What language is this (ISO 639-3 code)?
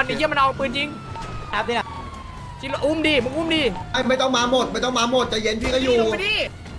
tha